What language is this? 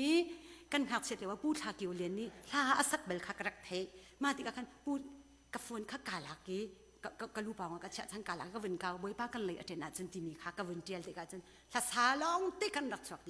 Hakha Chin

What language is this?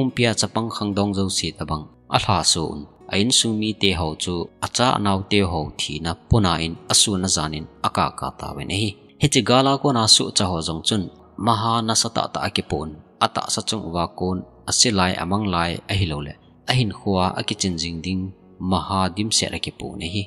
Thado Chin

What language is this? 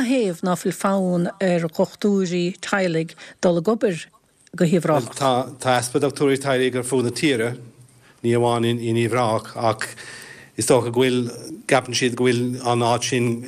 Irish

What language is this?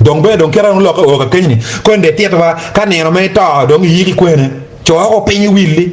Acoli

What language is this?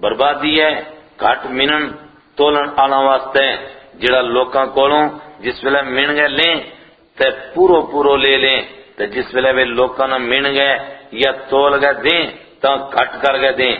Gujari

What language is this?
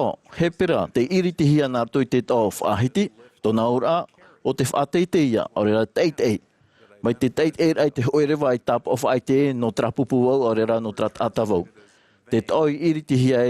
Tahitian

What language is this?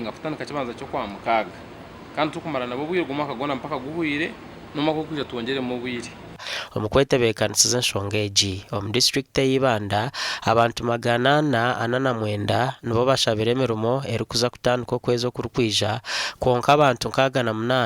Nyankole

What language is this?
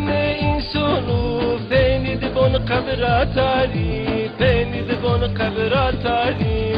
Zaza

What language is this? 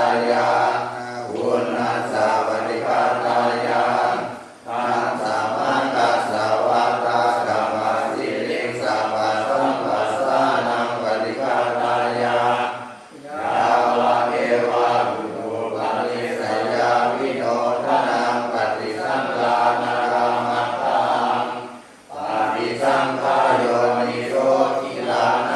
Pali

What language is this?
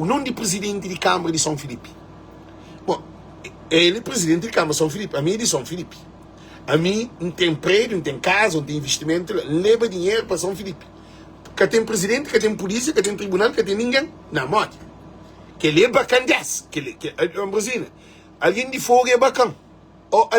Kabuverdianu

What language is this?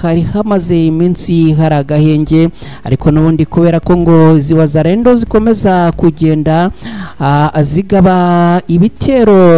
Kinyarwanda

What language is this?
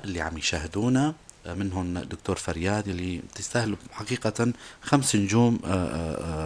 North Levantine Arabic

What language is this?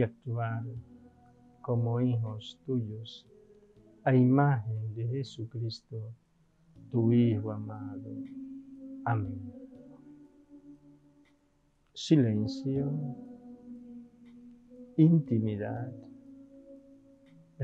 Spanish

